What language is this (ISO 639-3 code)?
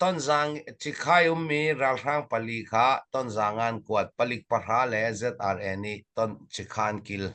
cnh